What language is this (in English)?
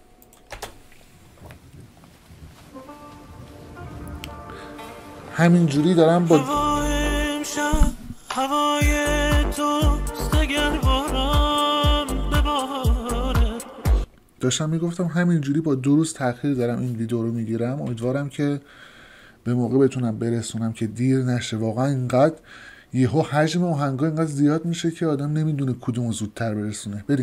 Persian